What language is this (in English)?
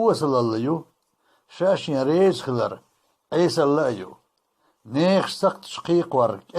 Chechen